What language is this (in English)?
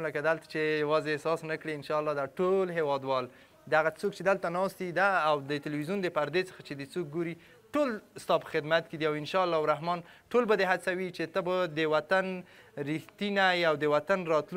Pashto